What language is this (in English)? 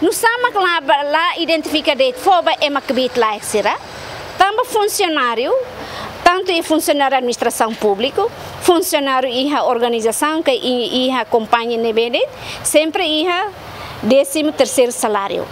Tetum